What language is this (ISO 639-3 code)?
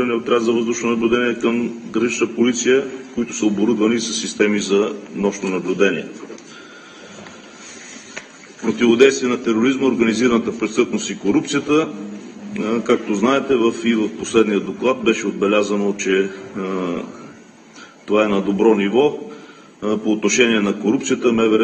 bul